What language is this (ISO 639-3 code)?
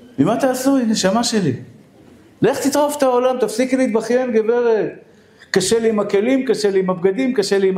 heb